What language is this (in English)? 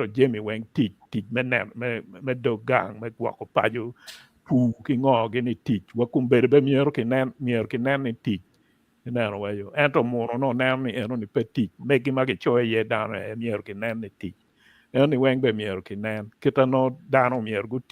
Acoli